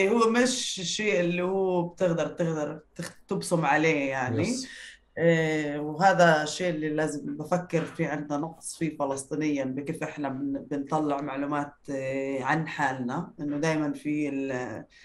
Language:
North Levantine Arabic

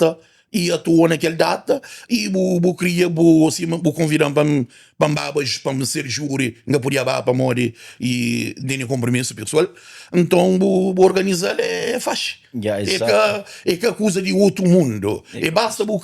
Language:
Kabuverdianu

